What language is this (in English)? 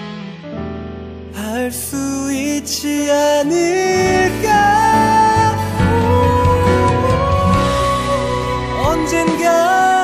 Korean